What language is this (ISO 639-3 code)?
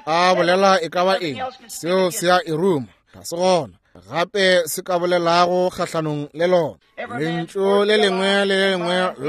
nso